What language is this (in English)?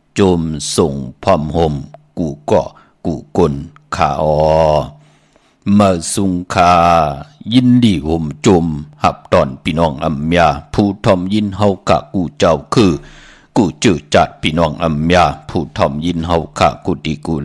Shan